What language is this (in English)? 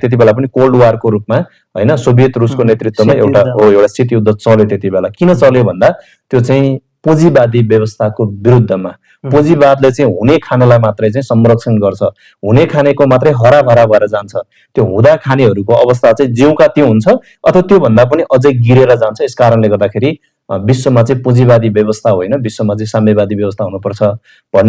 Nepali